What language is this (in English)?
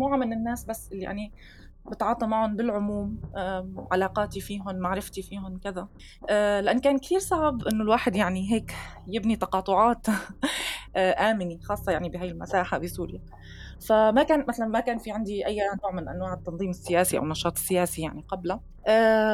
North Levantine Arabic